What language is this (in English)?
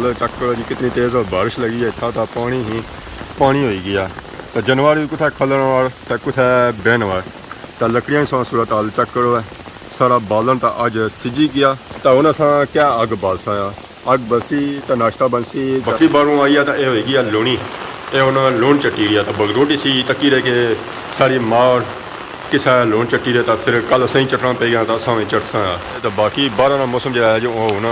Pahari-Potwari